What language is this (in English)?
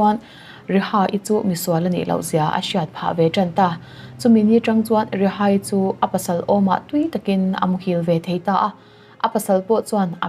Mizo